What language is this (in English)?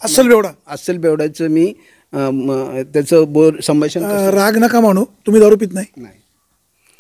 Marathi